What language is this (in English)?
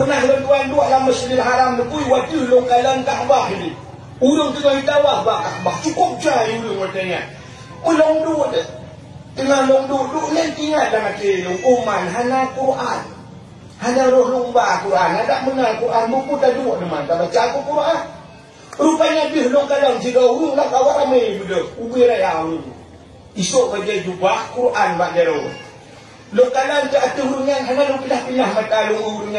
Achinese